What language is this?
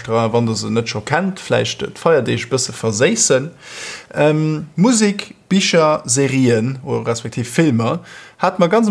Luxembourgish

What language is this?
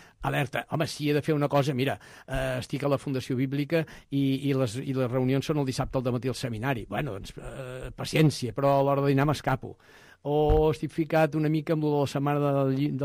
Catalan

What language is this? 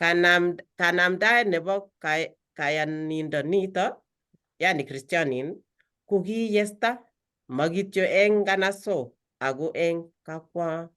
Kalenjin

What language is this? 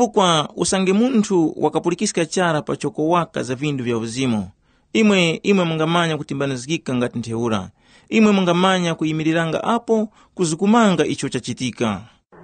Tumbuka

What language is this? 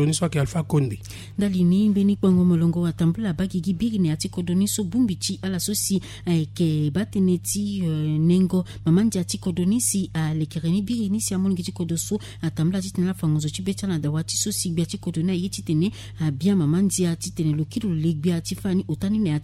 Sango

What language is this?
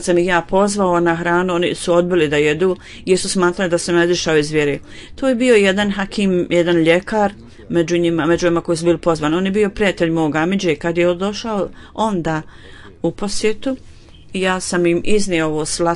Bosnian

